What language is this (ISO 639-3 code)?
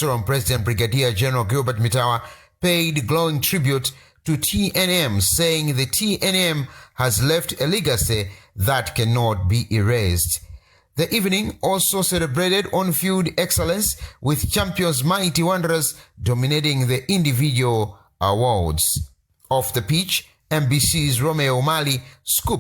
eng